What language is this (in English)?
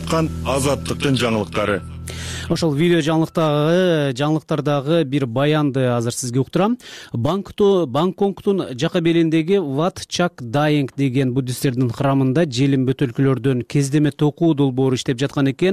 Kyrgyz